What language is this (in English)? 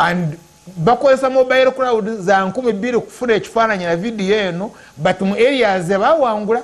Ganda